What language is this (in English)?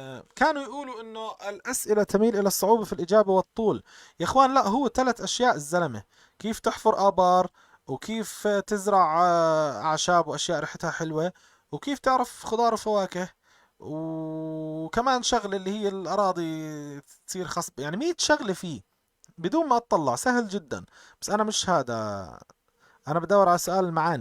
North Levantine Arabic